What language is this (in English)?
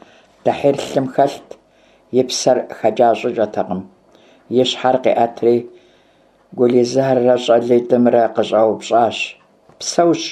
Kabardian